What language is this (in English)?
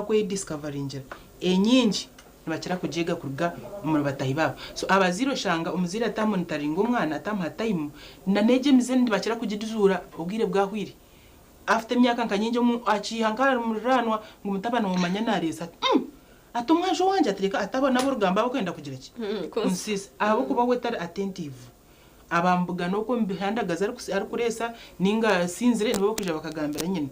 Nyankole